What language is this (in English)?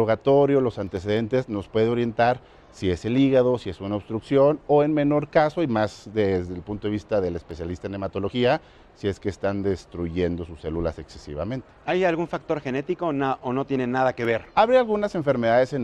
Spanish